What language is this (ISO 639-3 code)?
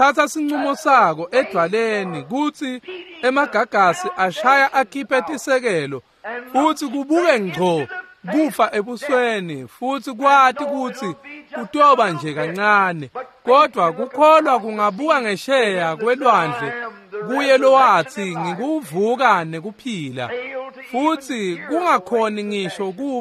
ssw